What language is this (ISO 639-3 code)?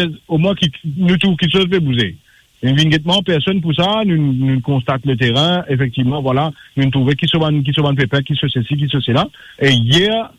mfe